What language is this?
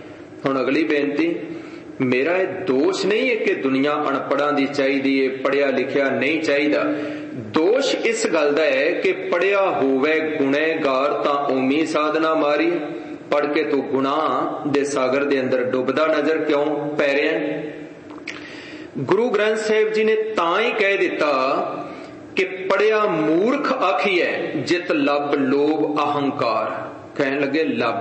Punjabi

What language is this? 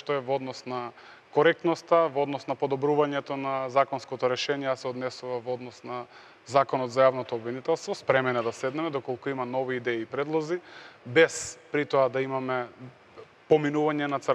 Macedonian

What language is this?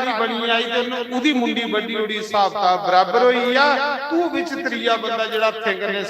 Dogri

